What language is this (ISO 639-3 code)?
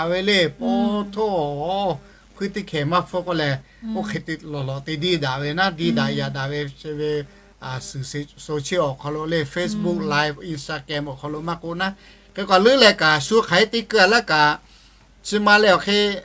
lhu